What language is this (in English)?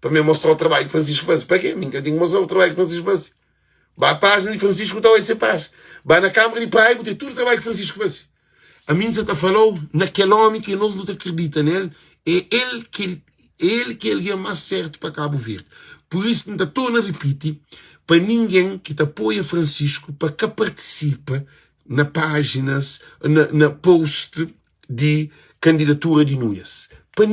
Kabuverdianu